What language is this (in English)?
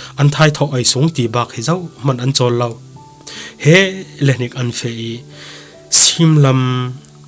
Falam Chin